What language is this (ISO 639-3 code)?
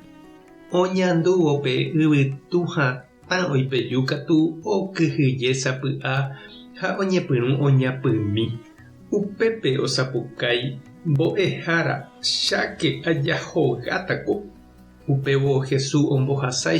grn